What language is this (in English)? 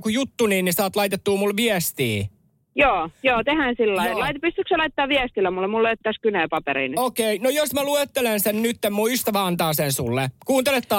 Finnish